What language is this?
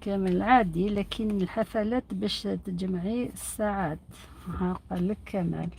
Algerian Arabic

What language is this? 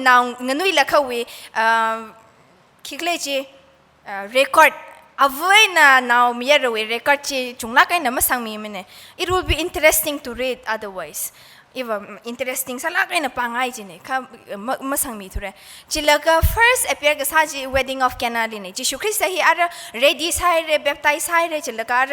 Tangkhul Naga (India)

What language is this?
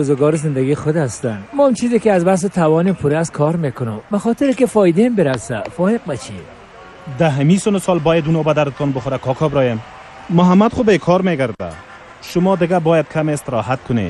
Persian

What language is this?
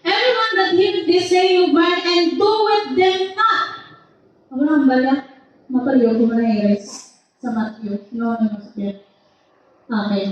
Hiligaynon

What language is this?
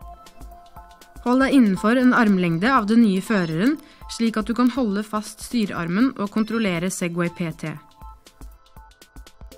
Norwegian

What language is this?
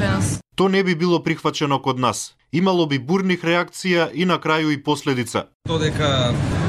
Macedonian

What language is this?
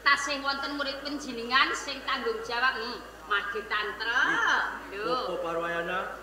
Javanese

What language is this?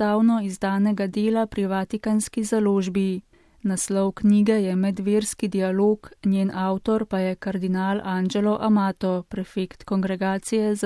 Slovenian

